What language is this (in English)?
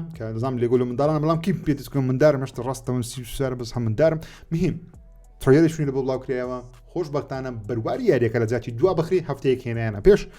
Central Kurdish